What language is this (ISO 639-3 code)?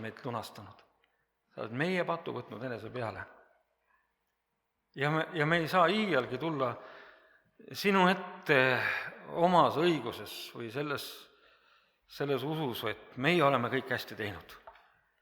est